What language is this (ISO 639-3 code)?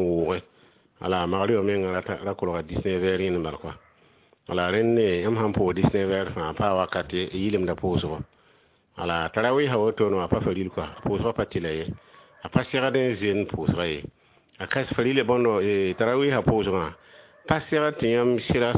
mos